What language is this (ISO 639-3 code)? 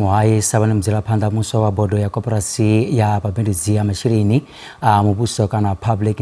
ven